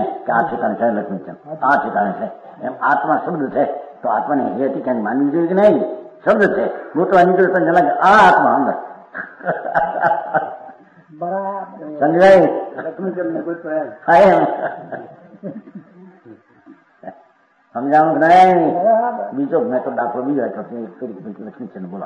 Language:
Gujarati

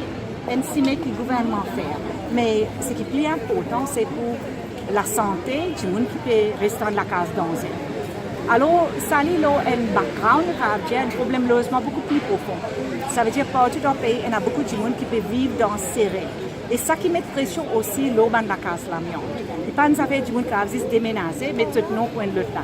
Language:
Morisyen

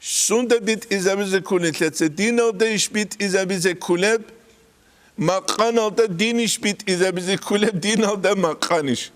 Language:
Avaric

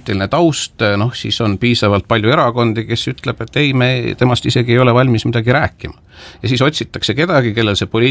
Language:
Estonian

